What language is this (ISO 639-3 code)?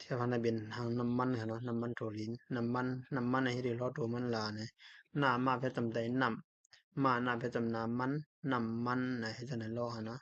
shn